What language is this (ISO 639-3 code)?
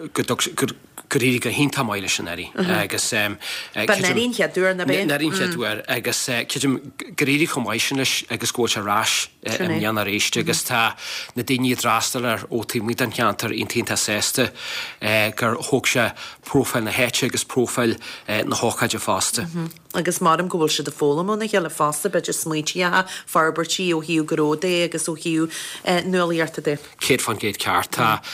gle